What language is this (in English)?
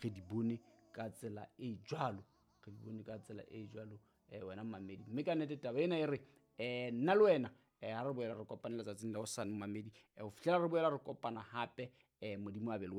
Southern Sotho